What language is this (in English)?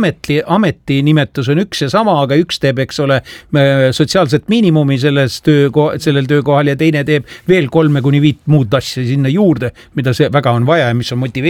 Estonian